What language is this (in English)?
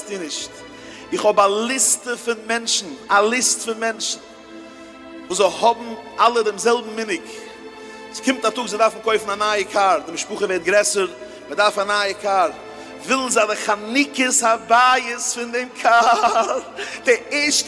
Yiddish